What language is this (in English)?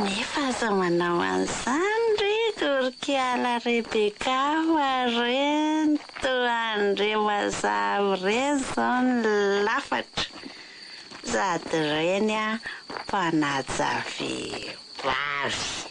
Malagasy